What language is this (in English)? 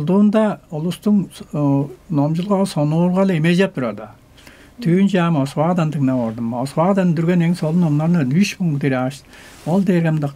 Tuvinian